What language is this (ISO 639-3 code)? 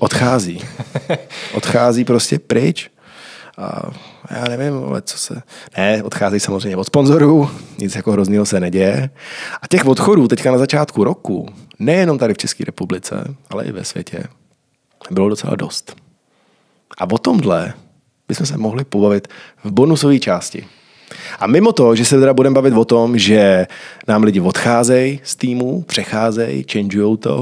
ces